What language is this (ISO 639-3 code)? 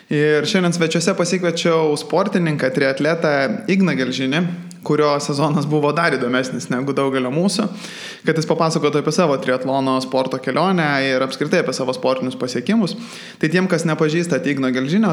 lit